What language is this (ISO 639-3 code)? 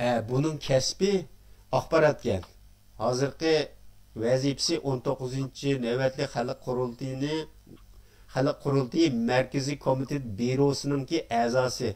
uig